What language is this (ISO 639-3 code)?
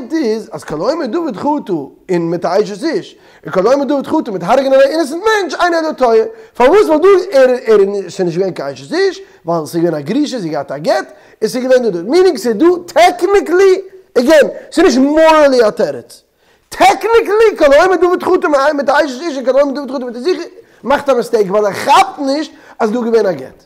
yid